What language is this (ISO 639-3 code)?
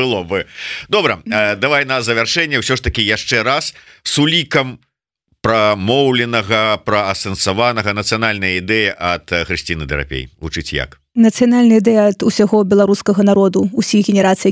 bel